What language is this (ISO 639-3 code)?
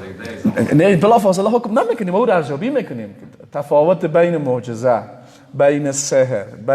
fas